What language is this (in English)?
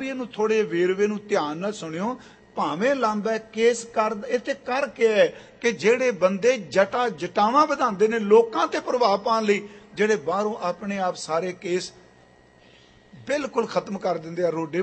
Punjabi